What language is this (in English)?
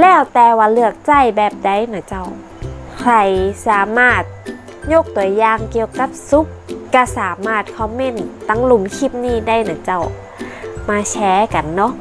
Northern Thai